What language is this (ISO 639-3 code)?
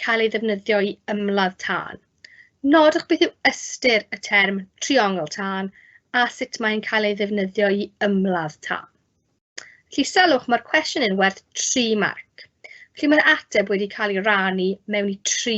cym